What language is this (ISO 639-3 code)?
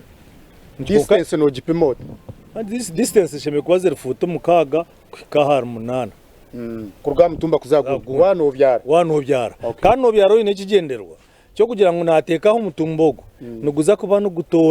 nyn